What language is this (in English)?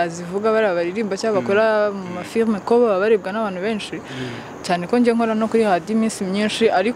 Kinyarwanda